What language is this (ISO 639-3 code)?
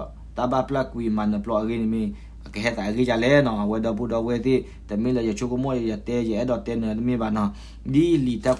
ksw